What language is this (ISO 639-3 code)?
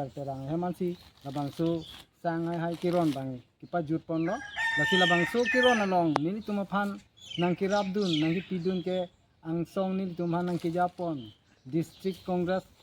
mjw